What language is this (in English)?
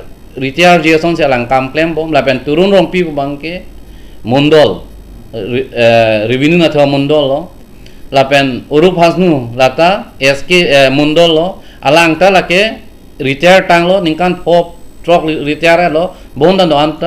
Karbi